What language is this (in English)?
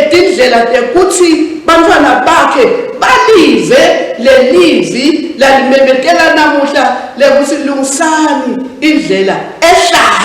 Swati